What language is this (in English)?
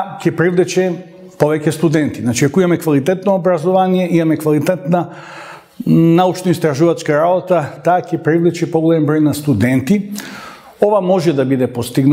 Macedonian